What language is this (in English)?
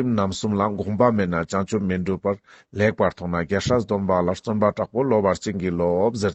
Ladakhi